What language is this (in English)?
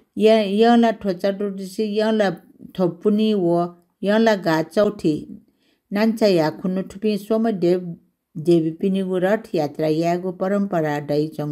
Newari